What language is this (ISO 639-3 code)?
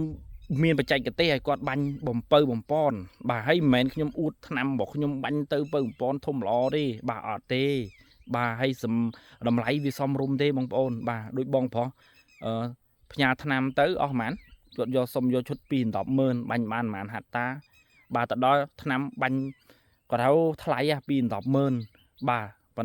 khm